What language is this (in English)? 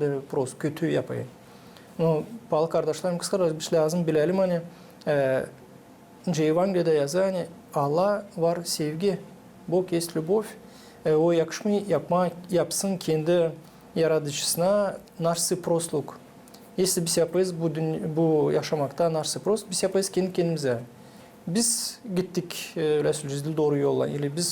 Gagauz